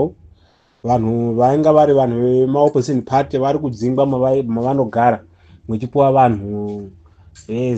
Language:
Shona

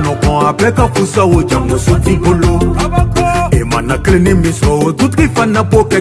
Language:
Bambara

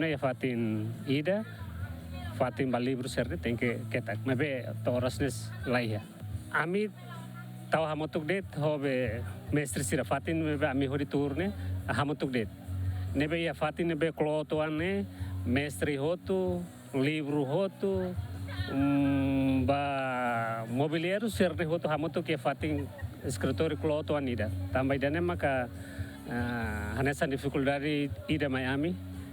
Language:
Tetum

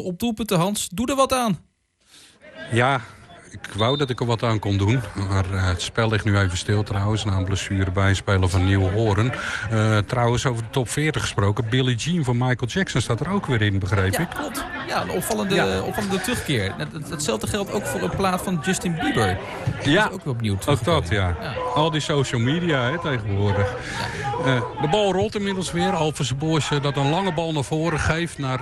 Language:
Dutch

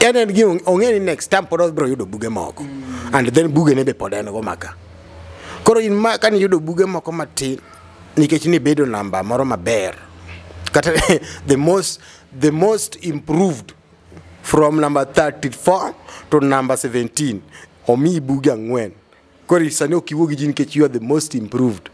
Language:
Luo (Kenya and Tanzania)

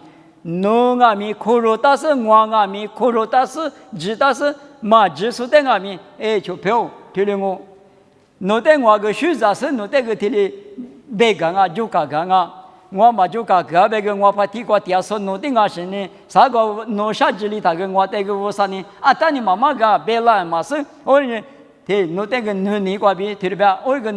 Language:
Lisu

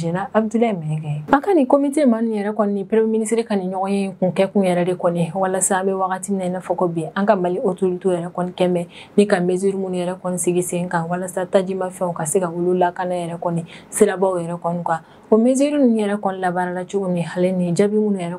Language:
Bambara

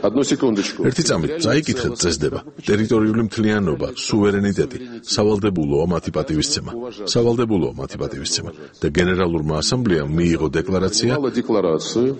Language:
Georgian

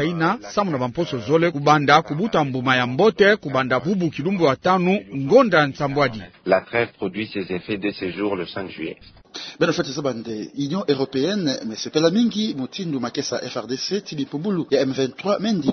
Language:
Kituba (Democratic Republic of Congo)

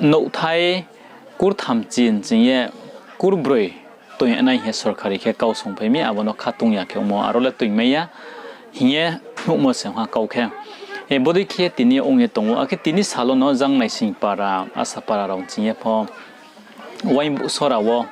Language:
Riang (India)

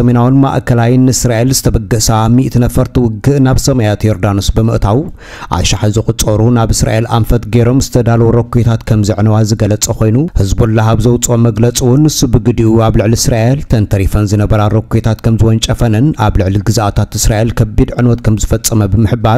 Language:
Tigrinya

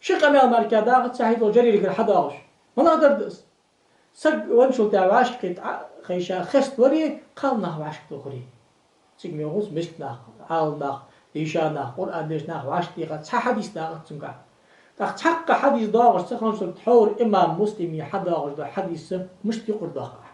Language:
Ingush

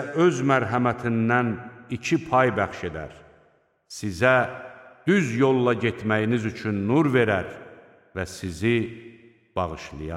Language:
Azerbaijani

